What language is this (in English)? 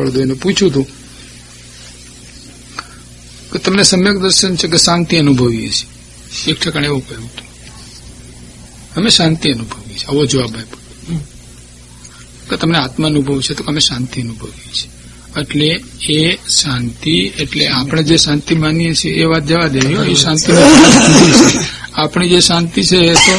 Gujarati